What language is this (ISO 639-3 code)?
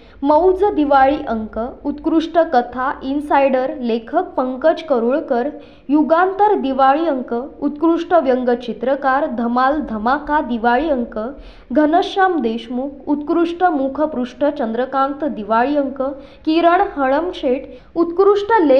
mar